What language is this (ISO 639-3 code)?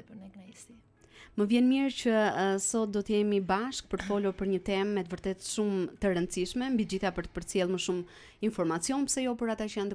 sqi